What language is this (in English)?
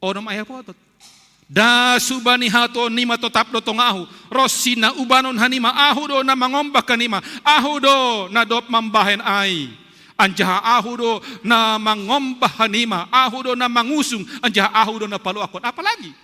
Batak Simalungun